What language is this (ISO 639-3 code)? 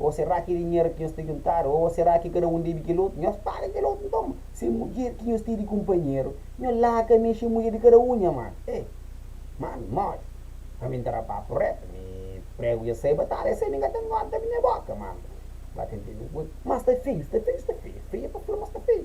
kea